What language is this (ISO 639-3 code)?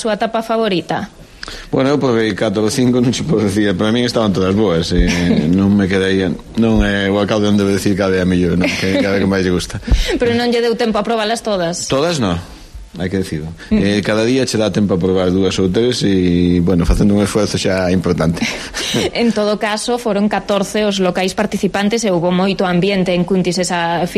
glg